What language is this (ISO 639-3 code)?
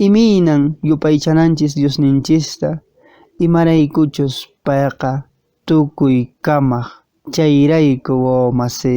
que